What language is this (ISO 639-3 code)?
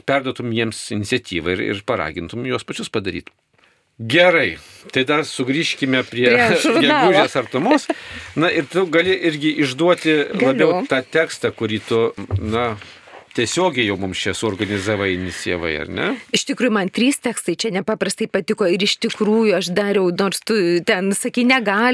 lit